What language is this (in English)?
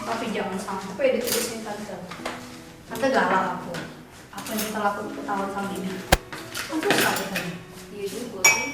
Musi